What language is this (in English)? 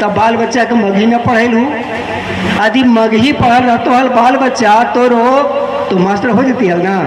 Magahi